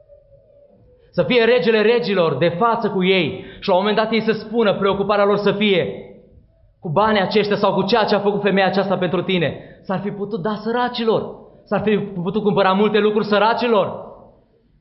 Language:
Romanian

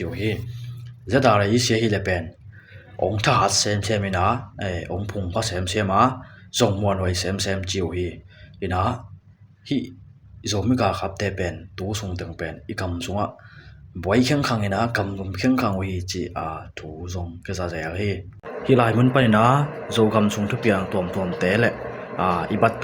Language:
Tedim Chin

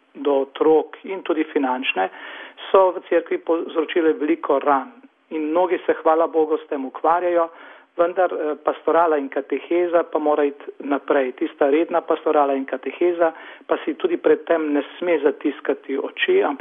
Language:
Slovenian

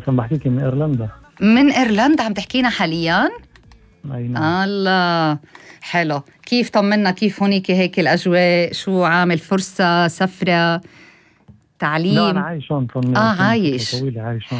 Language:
North Levantine Arabic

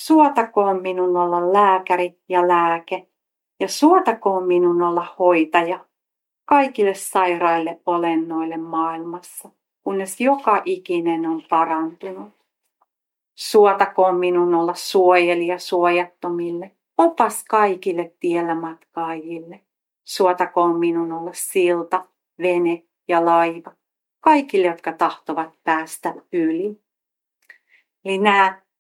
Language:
Finnish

